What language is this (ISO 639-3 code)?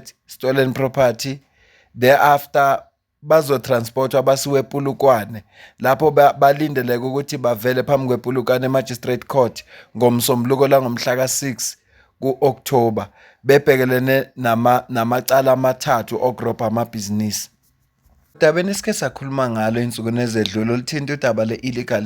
zul